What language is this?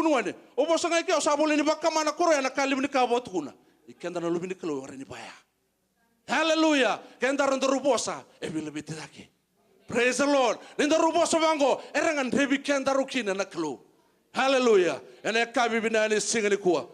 Fijian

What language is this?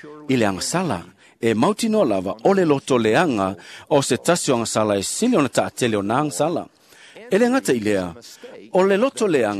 Samoan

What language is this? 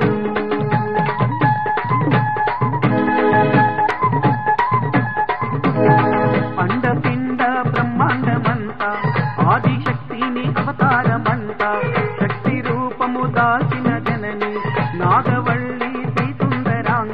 Telugu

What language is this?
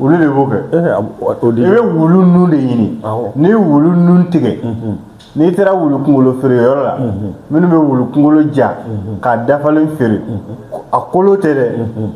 Bambara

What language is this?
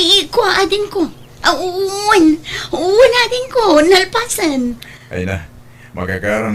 Iloko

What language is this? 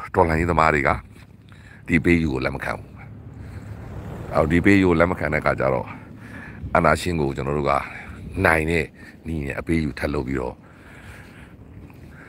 Burmese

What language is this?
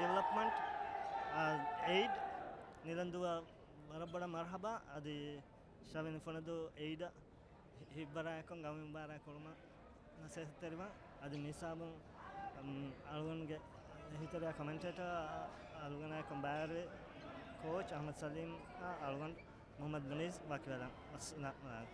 Divehi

